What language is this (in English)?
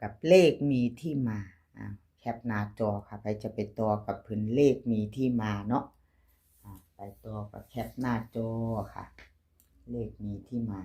Northeastern Thai